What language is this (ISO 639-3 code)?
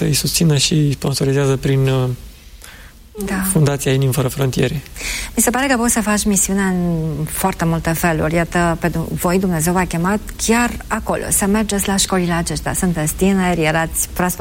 ron